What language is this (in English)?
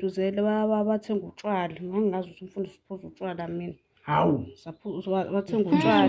Zulu